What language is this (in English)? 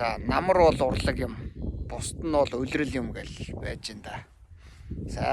Mongolian